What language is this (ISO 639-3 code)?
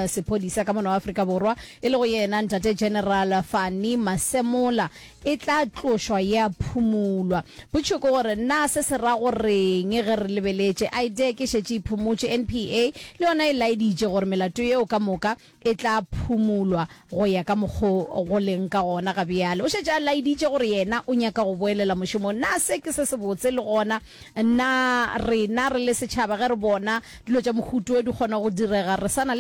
nso